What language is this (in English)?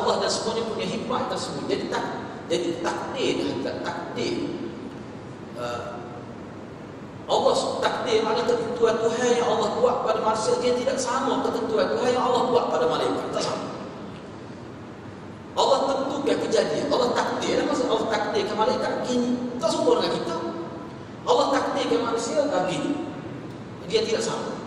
Malay